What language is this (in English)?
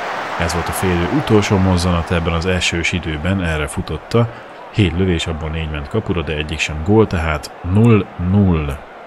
Hungarian